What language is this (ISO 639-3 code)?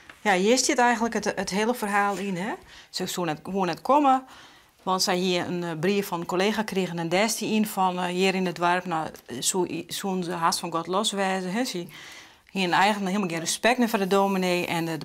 fry